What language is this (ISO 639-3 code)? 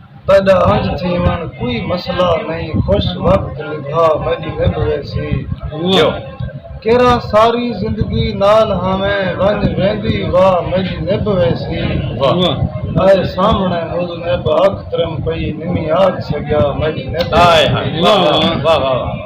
skr